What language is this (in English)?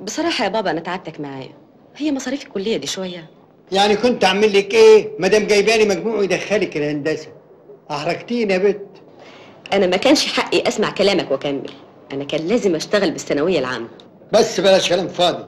Egyptian Arabic